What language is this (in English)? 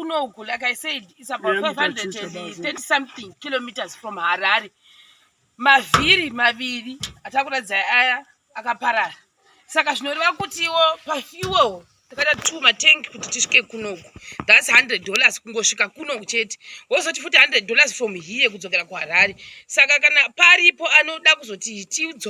Shona